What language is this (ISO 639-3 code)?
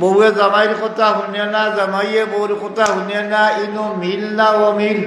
syl